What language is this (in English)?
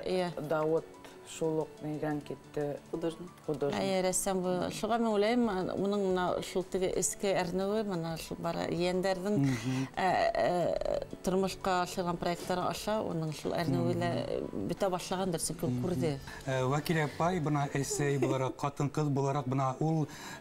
Bashkir